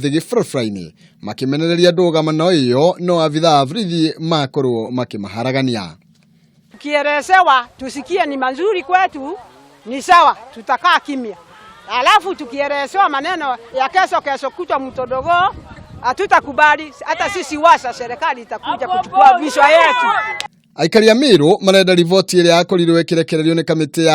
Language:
Kikuyu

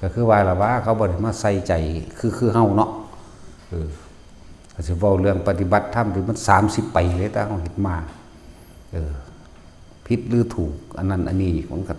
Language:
Northeastern Thai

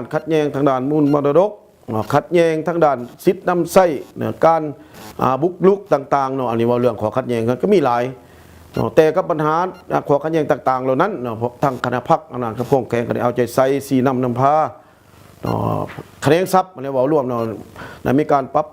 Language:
Lao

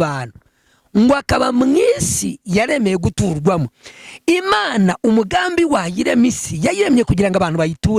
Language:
Kinyarwanda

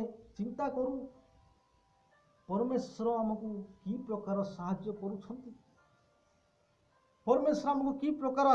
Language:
Odia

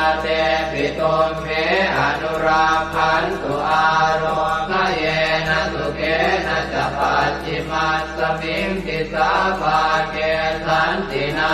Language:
Pali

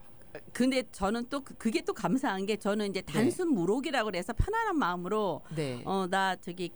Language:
Korean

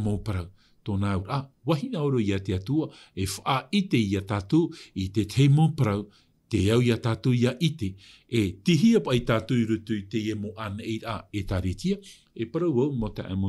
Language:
Tahitian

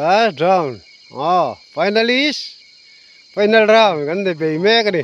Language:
Mizo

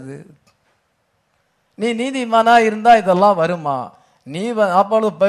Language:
Tamil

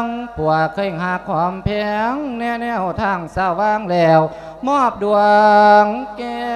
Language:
Lao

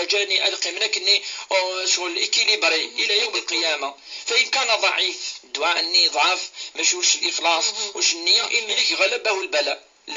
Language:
Kabyle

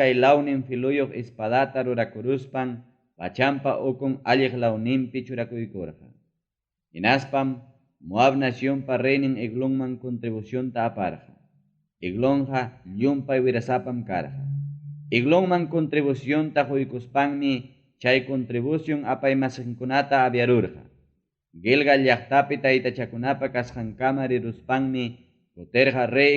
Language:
Ayacucho Quechua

